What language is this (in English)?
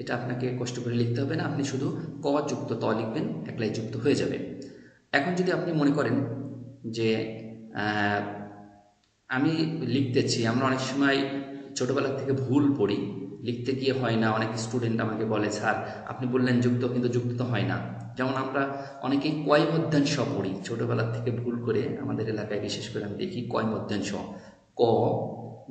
Bangla